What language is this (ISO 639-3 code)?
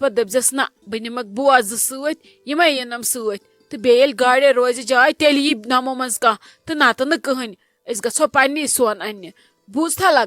kas